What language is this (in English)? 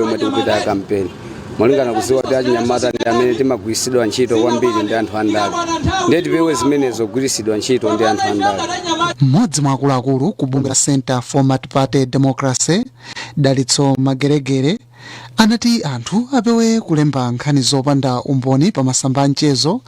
Nyanja